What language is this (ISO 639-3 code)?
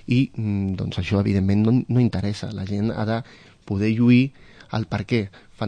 cat